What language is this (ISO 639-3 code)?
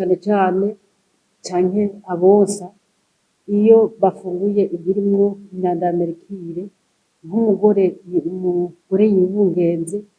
run